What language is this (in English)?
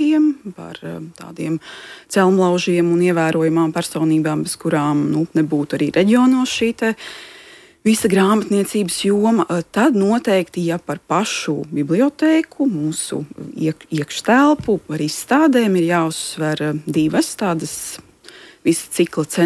Latvian